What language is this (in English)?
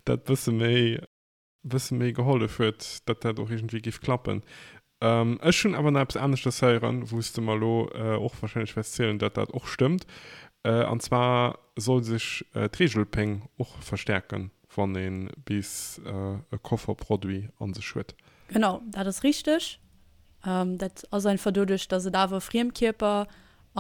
Luxembourgish